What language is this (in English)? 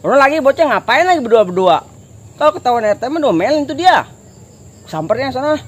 Betawi